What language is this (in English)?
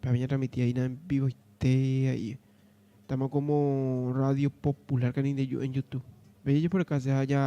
Guarani